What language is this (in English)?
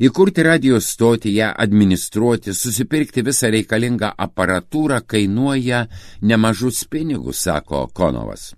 Lithuanian